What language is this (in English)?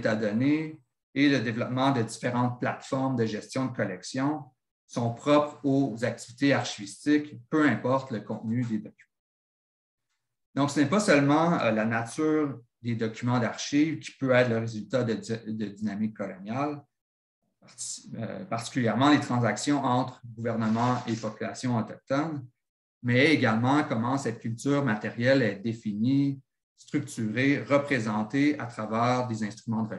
French